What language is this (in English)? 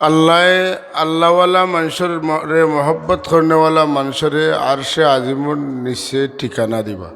Sylheti